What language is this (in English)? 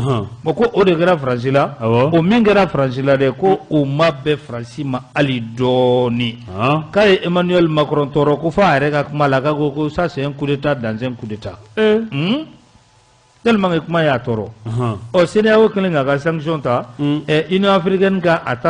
Bambara